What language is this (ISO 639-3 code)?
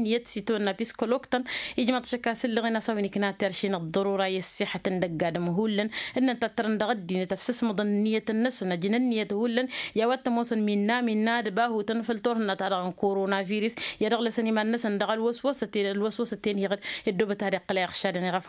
taq